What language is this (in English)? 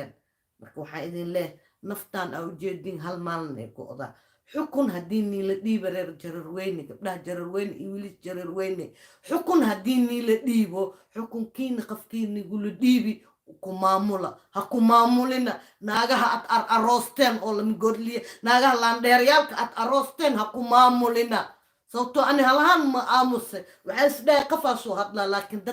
Somali